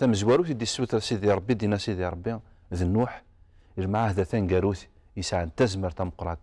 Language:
Kabyle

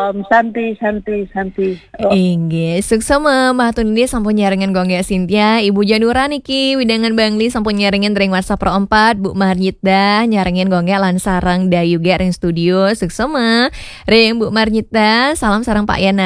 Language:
Balinese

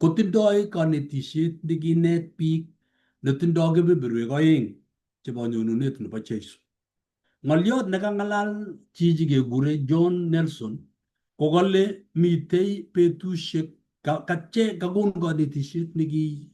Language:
Kalenjin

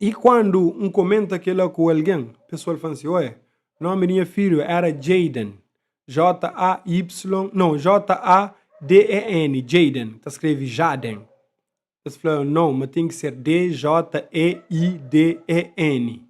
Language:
Kabuverdianu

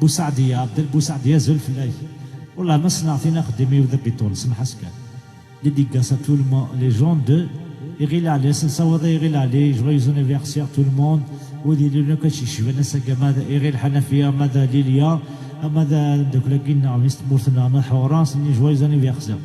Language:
Kabyle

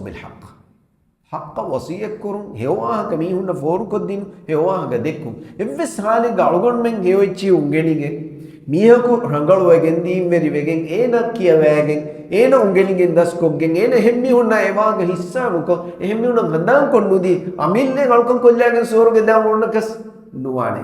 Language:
Divehi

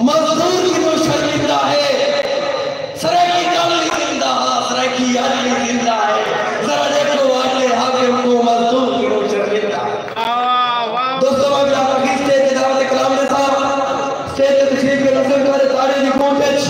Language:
Saraiki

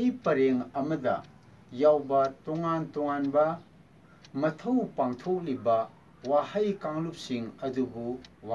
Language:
Manipuri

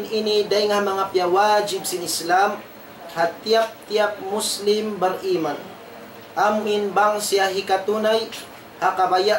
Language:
Tausug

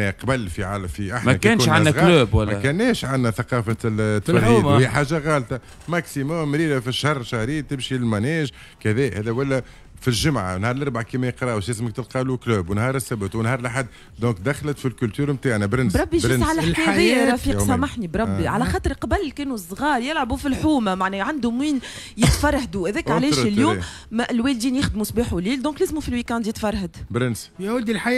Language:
Tunisian Arabic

